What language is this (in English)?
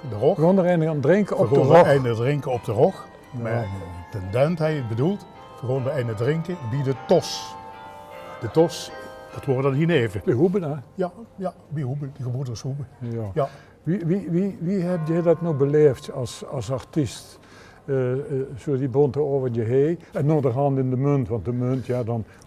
Limburgish